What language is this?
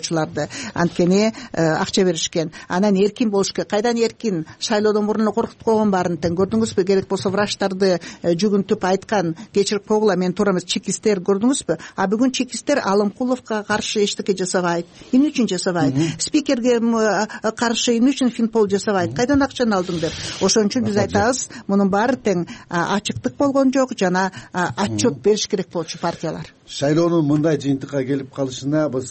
Kyrgyz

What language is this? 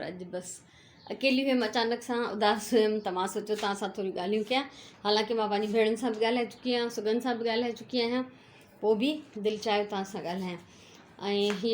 Sindhi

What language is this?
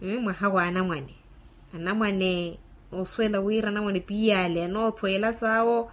Makhuwa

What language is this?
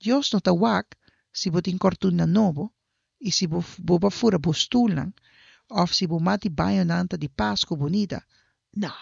Papiamento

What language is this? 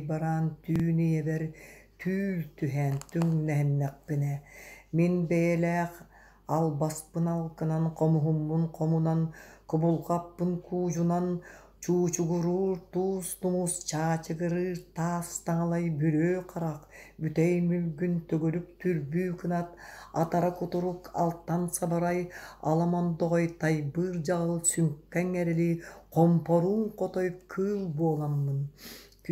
Yakut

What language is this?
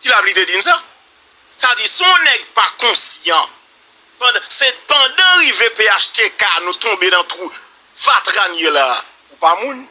Haitian Creole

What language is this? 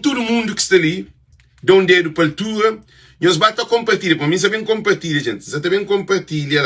Kabuverdianu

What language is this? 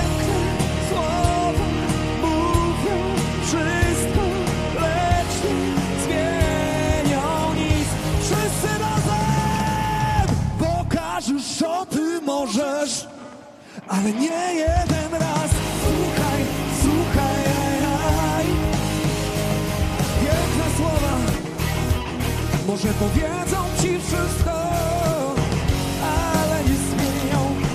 Polish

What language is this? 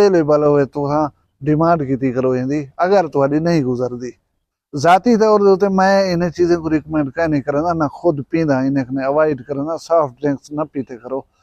Saraiki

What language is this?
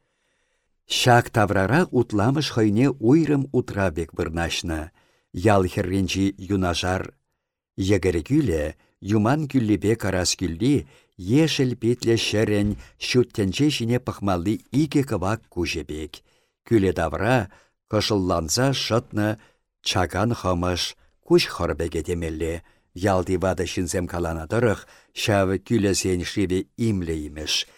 Chuvash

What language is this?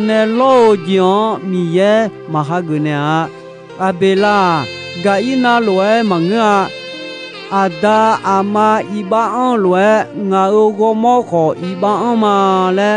Akha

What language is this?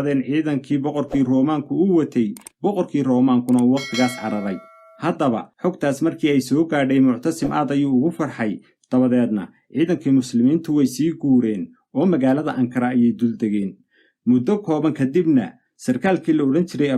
Somali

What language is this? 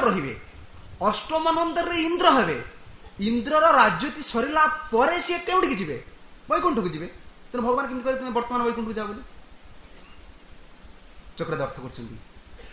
Odia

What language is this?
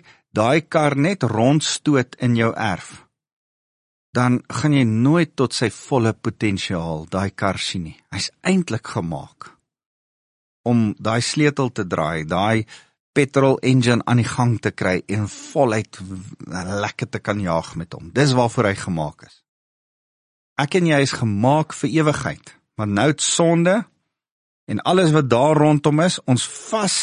Afrikaans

